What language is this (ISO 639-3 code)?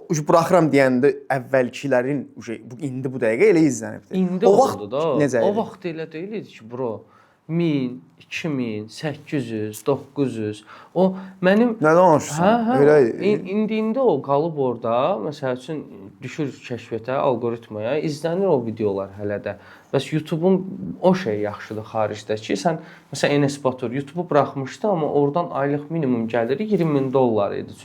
aze